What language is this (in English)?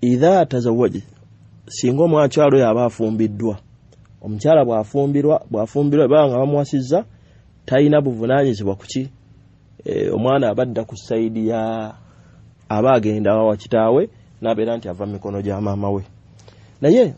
Ganda